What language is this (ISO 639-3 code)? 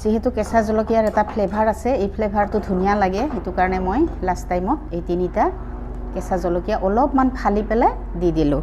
asm